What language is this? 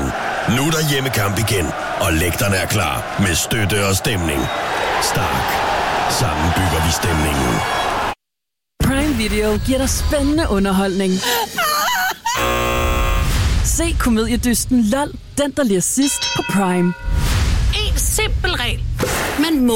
Danish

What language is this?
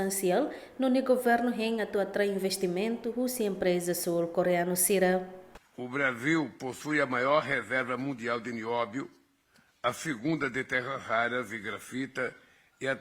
Tetum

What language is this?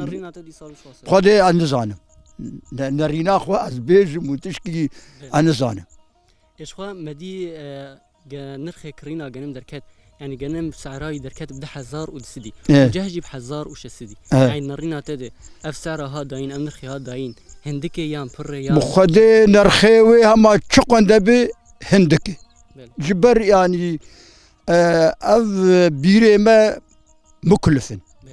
Kurdish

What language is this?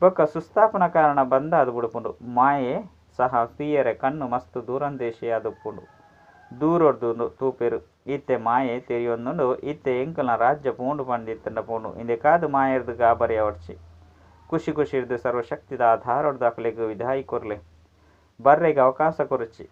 Tulu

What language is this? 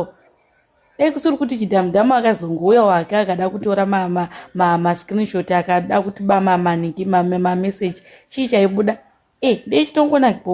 Shona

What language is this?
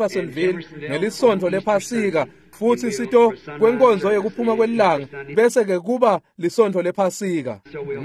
Swati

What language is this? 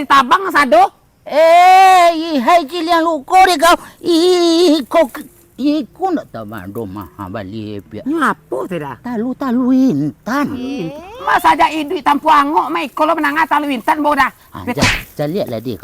Minangkabau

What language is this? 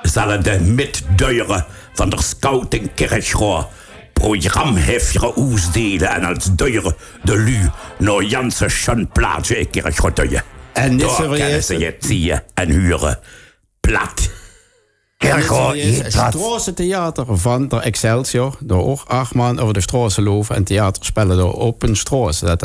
Limburgish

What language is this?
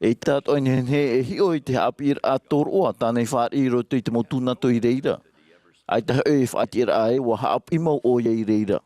Tahitian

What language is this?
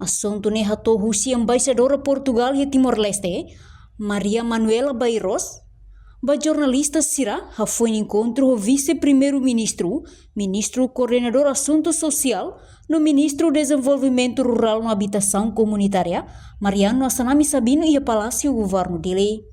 Tetum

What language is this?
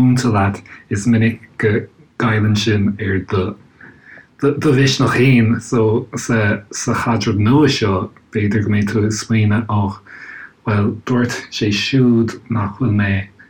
Irish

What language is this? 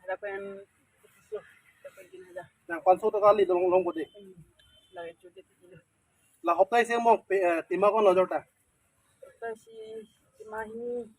Karbi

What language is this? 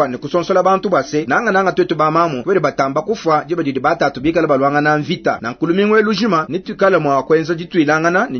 Luba-Lulua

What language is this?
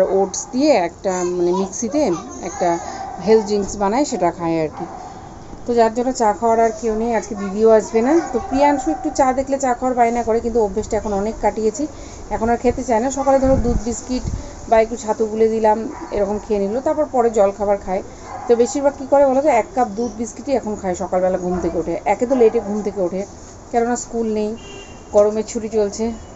Bangla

